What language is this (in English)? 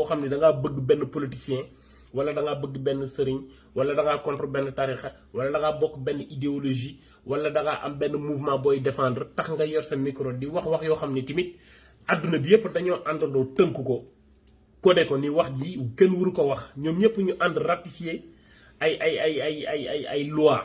Wolof